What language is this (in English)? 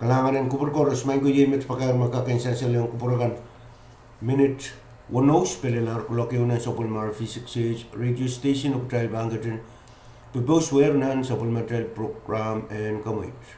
Pohnpeian